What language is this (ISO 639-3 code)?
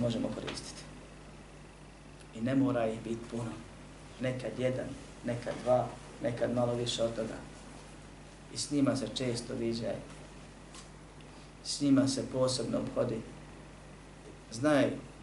bos